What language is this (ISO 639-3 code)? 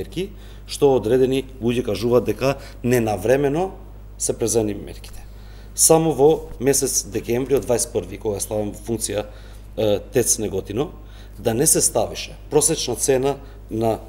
mkd